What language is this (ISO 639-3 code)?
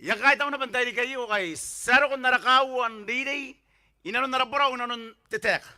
gil